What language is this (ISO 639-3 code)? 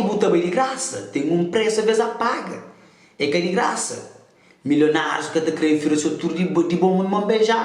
kea